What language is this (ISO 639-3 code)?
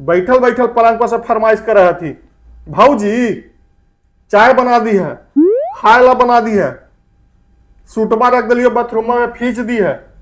mag